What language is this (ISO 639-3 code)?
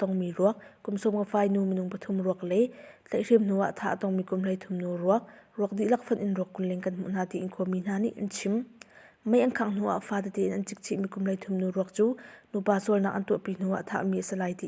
cnh